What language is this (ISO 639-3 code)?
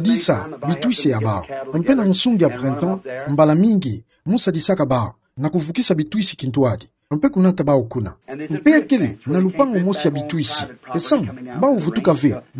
ktu